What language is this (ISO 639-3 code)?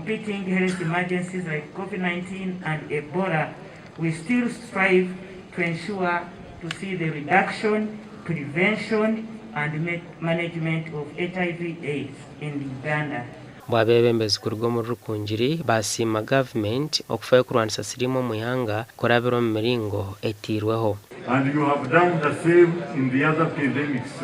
nyn